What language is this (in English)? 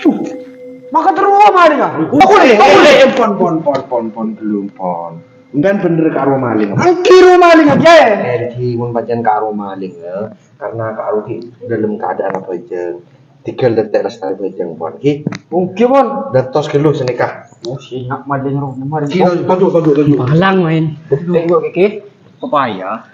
Madurese